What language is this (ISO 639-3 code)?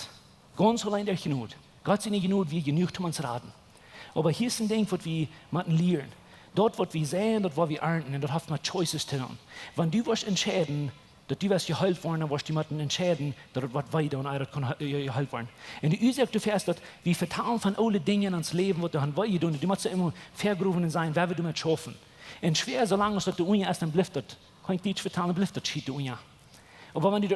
pdt